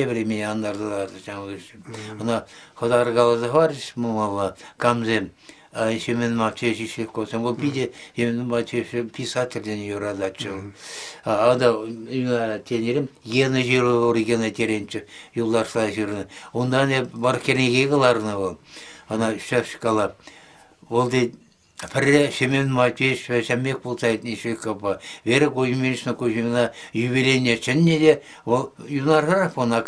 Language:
Chuvash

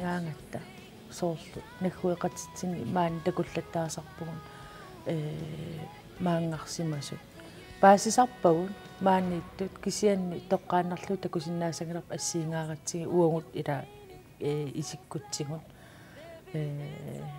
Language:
Kalaallisut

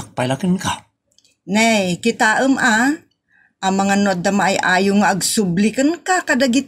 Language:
Iloko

